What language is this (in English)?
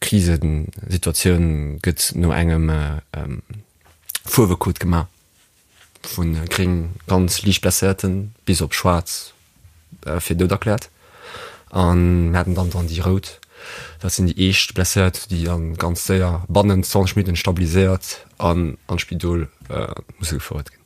Luxembourgish